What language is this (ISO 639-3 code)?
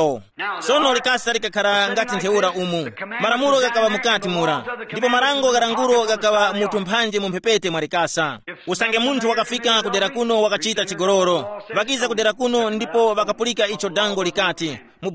tum